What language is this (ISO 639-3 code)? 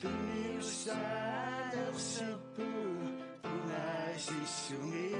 kal